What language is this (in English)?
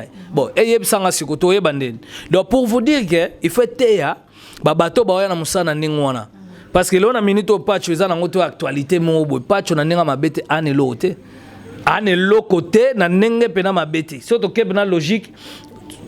Lingala